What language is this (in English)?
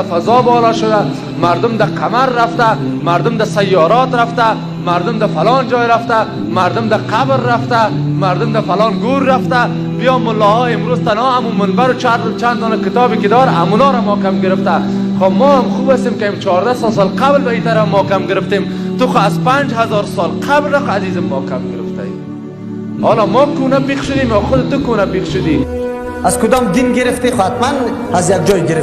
Persian